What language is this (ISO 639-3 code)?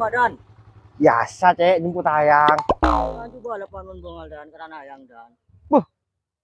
mad